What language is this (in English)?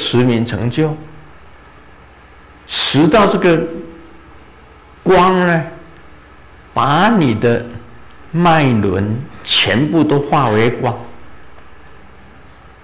Chinese